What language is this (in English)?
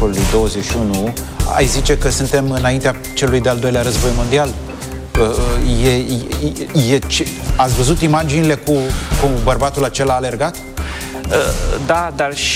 Romanian